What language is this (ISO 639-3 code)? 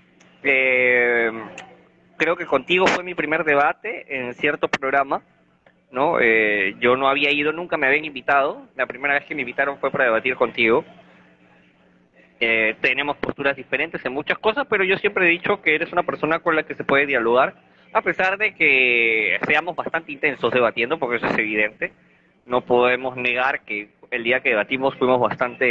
spa